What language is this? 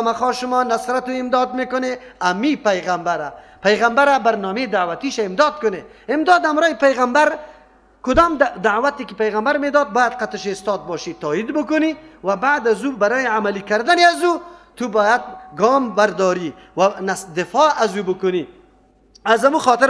Persian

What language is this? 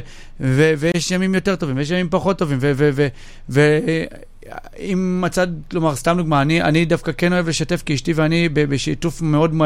Hebrew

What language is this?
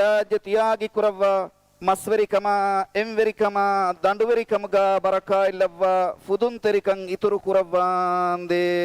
Divehi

